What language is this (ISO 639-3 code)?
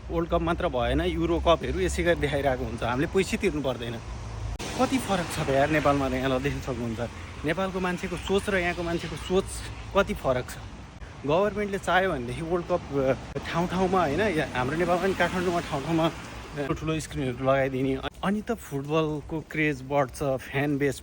nep